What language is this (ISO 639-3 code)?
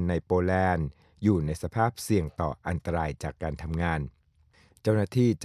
tha